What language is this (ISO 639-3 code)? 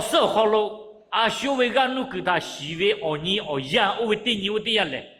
lhu